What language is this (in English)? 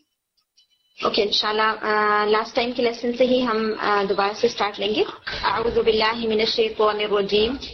Urdu